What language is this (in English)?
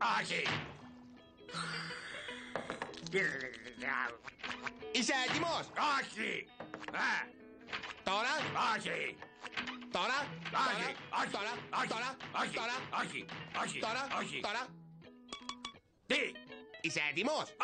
Greek